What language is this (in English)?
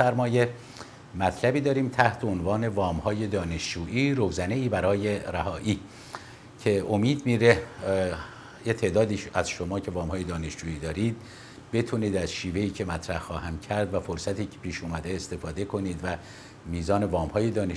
Persian